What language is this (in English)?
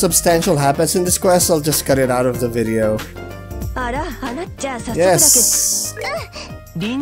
Japanese